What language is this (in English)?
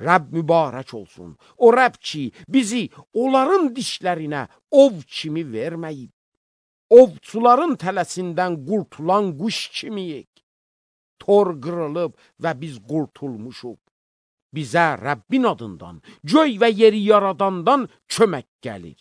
Azerbaijani